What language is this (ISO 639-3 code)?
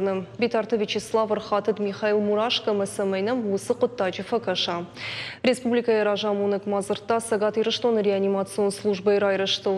oss